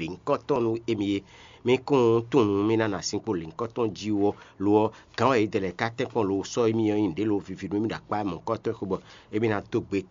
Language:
Fon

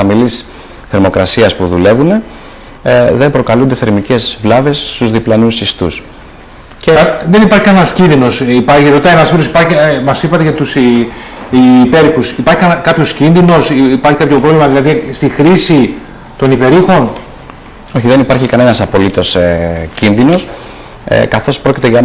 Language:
Greek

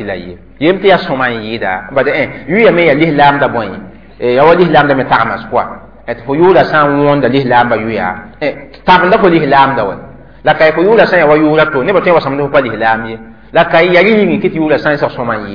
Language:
Mossi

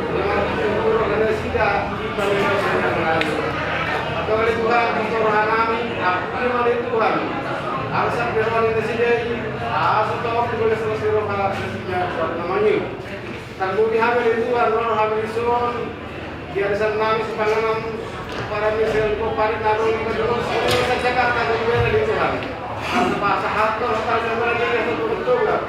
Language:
Batak Toba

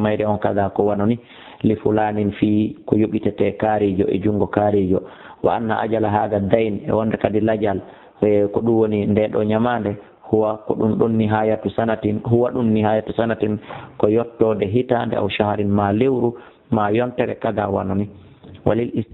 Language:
Fula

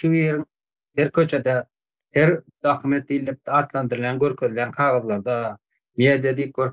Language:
Turkmen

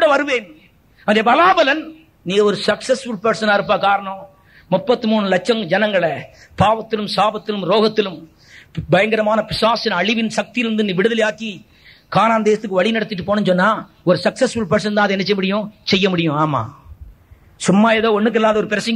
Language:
Tamil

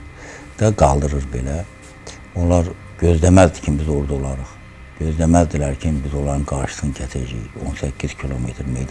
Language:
Azerbaijani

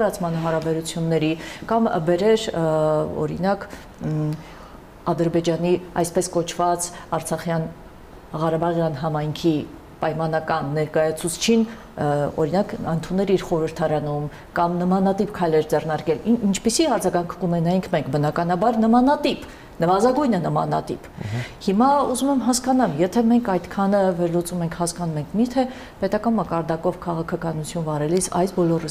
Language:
Armenian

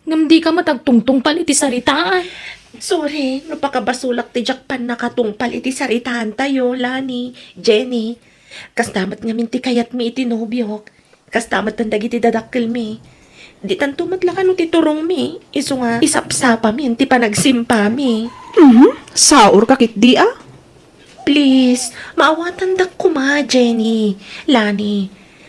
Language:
Iloko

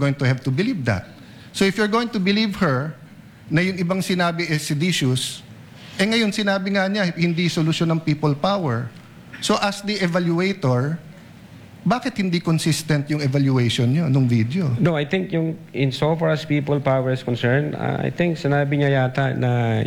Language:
Filipino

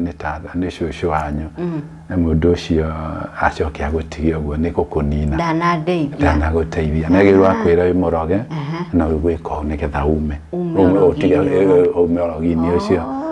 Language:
Kikuyu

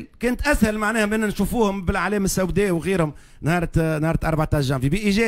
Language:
Tunisian Arabic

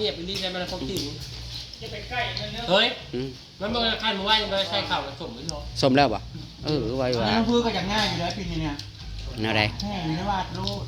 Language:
Northeastern Thai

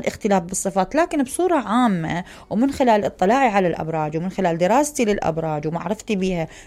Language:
Mesopotamian Arabic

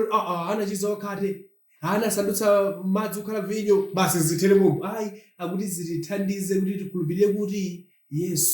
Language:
Nyanja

